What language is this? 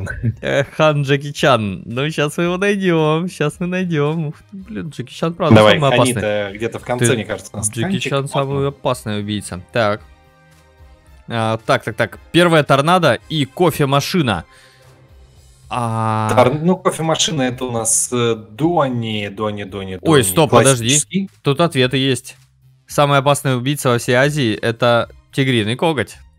Russian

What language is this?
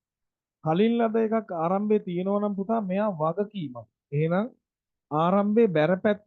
Sinhala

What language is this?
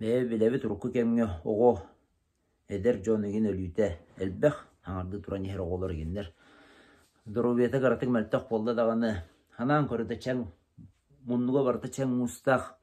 Yakut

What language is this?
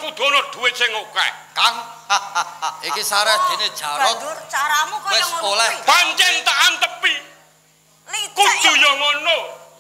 Javanese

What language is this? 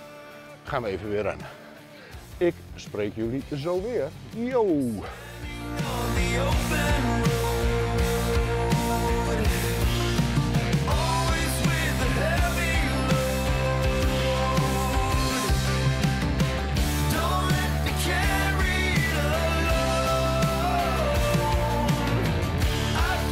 Dutch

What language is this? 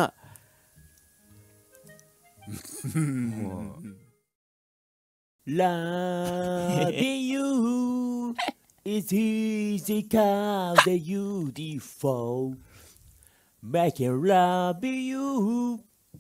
Japanese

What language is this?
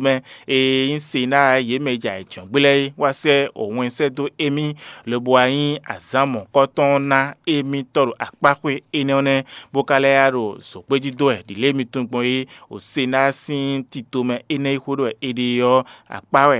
Fon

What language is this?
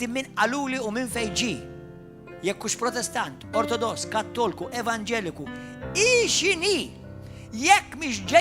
Maltese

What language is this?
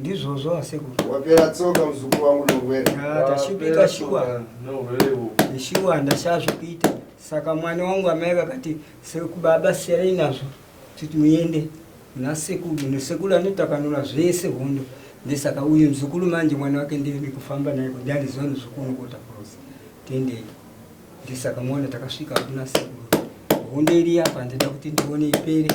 Shona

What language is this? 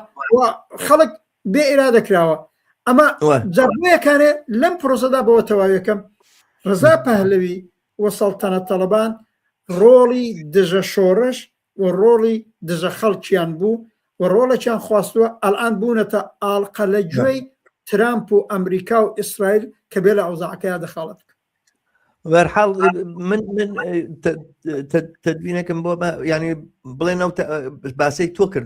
Central Kurdish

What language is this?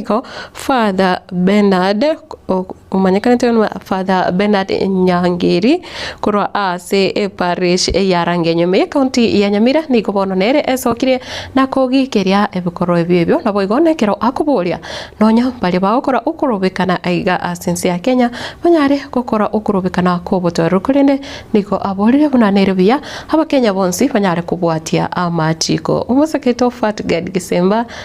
Gusii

